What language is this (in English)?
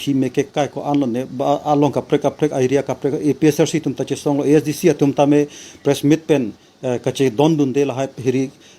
Karbi